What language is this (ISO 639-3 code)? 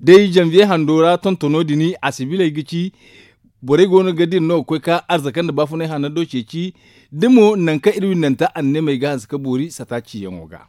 dje